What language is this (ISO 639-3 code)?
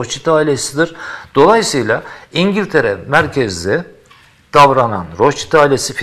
tur